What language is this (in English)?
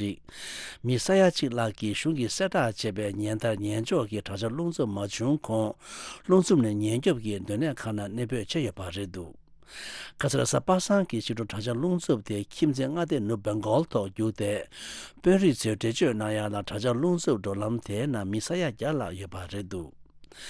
Tibetan